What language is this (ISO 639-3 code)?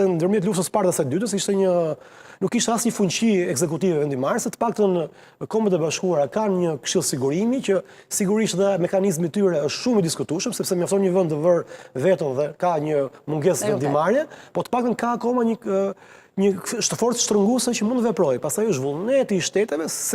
sqi